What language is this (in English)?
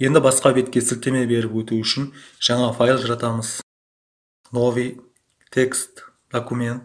Kara-Kalpak